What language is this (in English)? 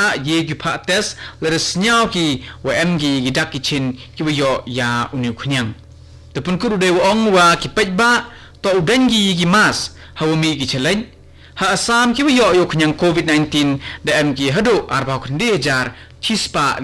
Khasi